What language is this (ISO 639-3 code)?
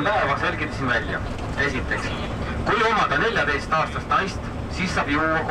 est